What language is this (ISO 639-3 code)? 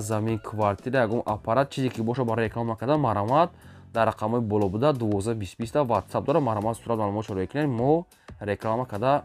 tgk